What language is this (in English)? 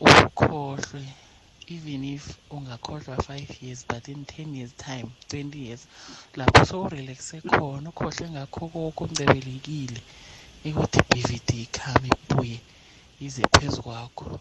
South Ndebele